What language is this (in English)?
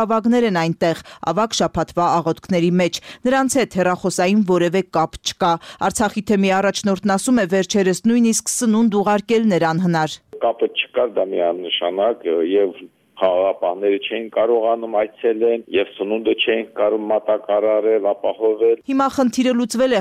Armenian